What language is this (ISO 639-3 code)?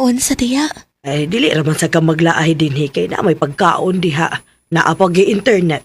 ceb